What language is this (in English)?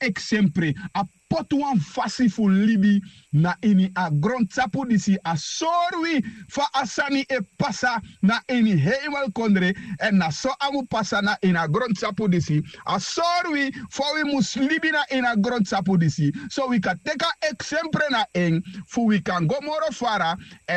Sranan Tongo